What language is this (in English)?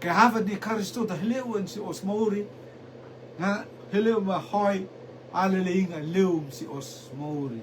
Rotuman